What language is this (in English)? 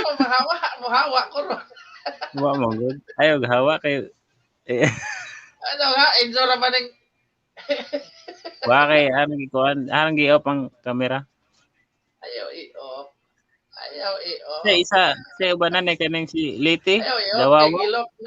Cebuano